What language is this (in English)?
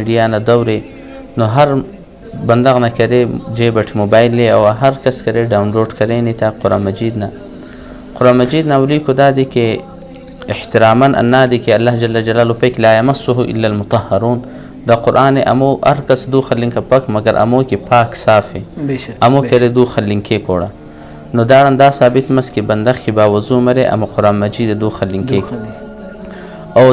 Brahui